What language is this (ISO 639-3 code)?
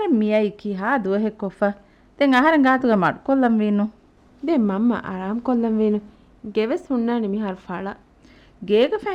div